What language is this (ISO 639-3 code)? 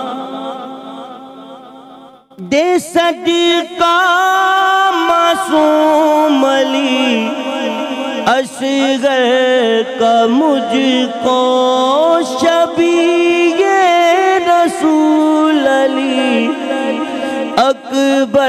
urd